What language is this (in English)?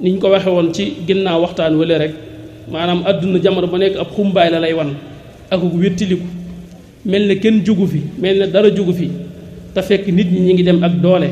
Wolof